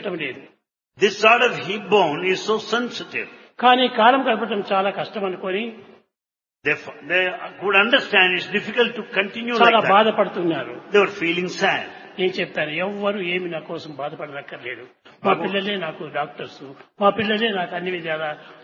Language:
Telugu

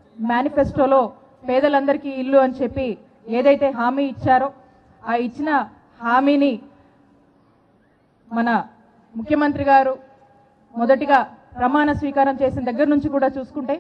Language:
Telugu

